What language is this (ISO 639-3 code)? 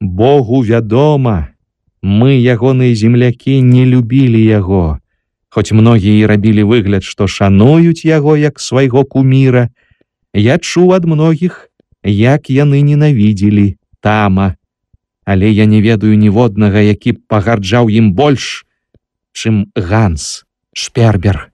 bel